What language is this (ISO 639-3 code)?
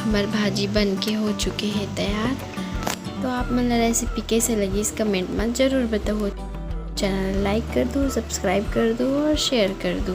hne